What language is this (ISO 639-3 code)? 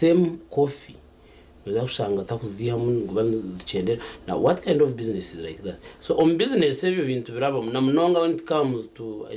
nyn